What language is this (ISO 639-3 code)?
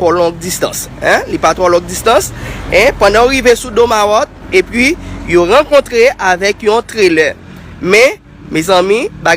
hat